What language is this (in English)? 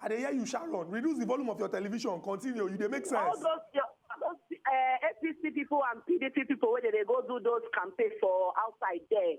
Nigerian Pidgin